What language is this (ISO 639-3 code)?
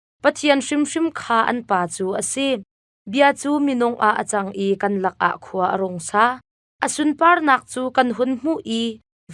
cnh